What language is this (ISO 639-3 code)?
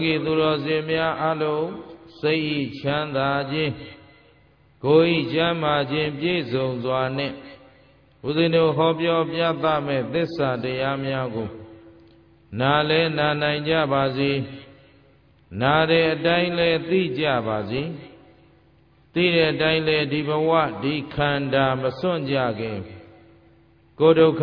mya